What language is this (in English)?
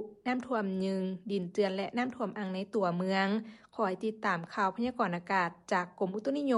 Lao